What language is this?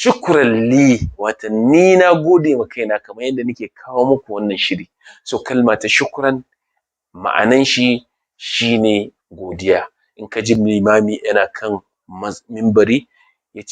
Hausa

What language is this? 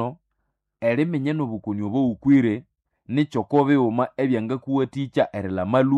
Nande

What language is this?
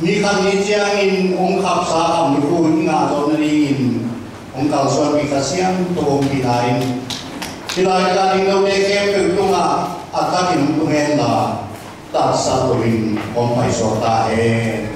Tedim Chin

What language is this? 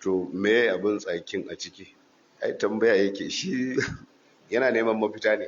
Hausa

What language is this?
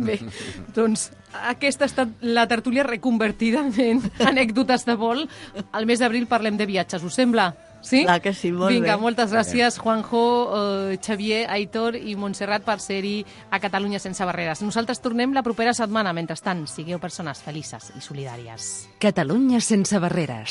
Catalan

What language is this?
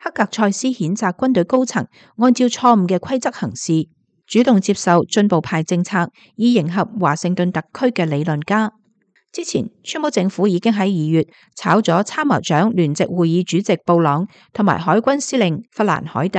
Cantonese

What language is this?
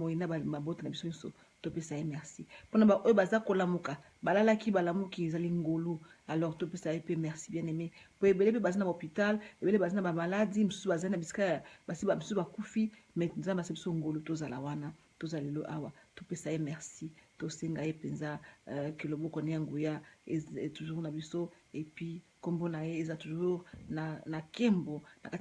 Lingala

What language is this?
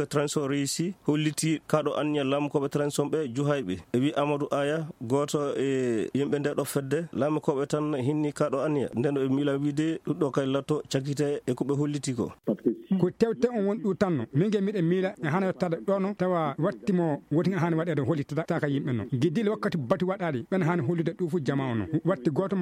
Maasina Fulfulde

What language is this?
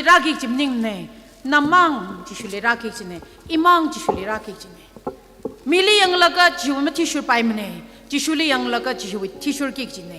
Tangkhul Naga (India)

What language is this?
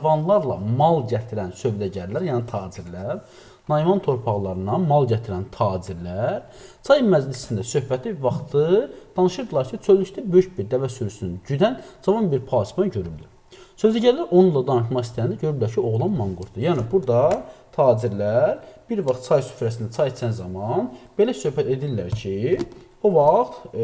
Azerbaijani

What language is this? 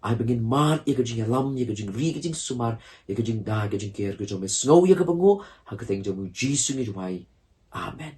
Khasi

